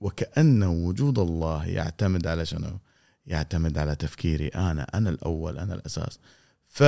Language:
Gulf Arabic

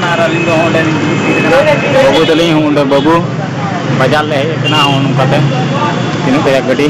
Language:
Santali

